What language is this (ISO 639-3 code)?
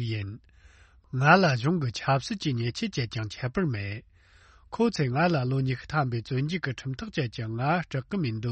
bod